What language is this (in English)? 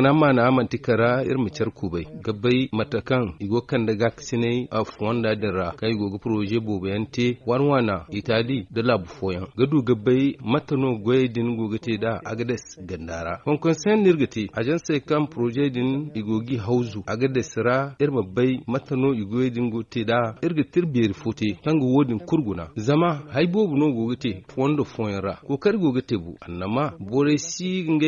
Zarma